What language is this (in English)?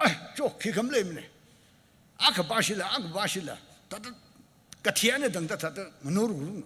Tangkhul Naga (India)